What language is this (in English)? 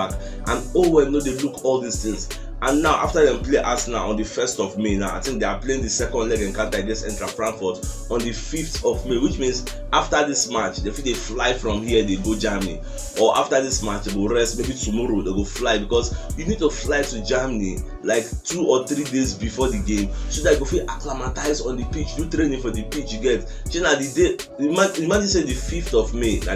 Nigerian Pidgin